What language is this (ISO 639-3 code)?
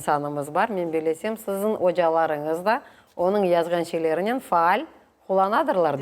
crh